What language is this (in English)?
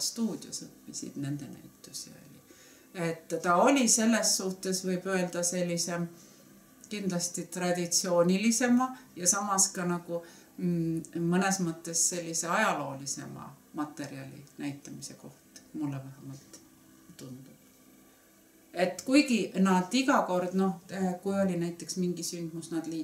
Estonian